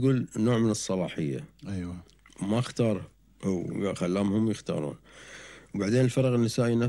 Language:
Gulf Arabic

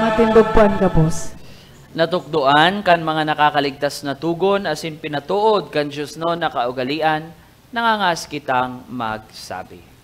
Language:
Bikol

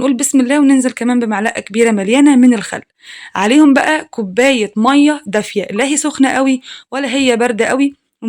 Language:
Egyptian Arabic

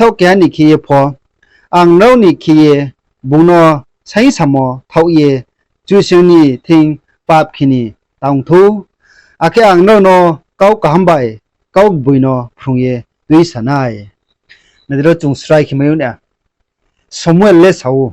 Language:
Riang (India)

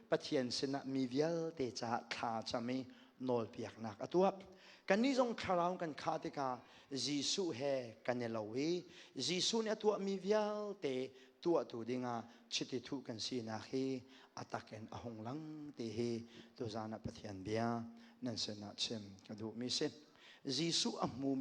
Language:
Hakha Chin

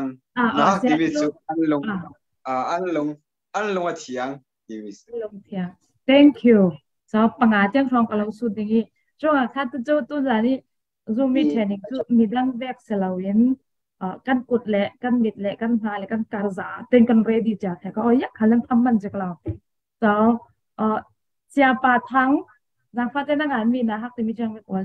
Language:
Falam Chin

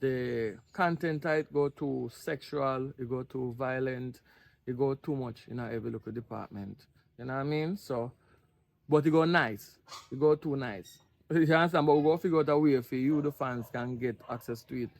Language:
Jamaican Creole English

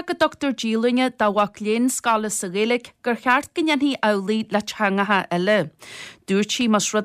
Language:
Irish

